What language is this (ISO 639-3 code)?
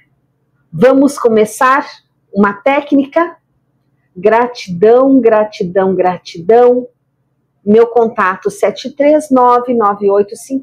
por